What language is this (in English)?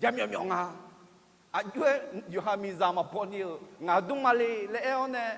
Akha